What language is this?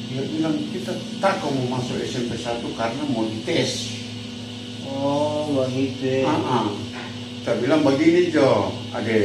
Manado Malay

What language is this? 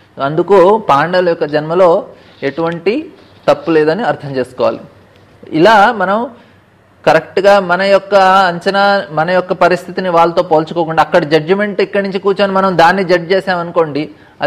Telugu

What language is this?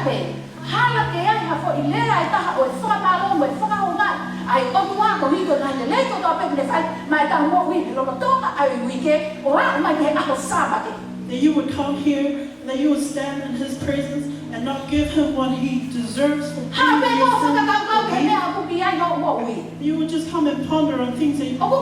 Tongan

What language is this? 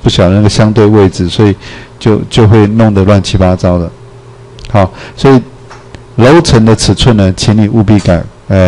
Chinese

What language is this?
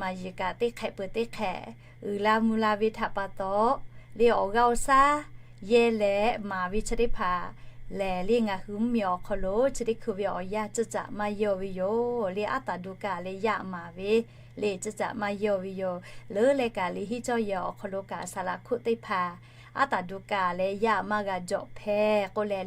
Lahu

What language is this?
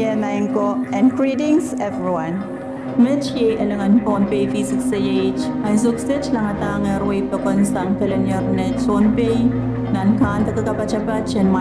Pohnpeian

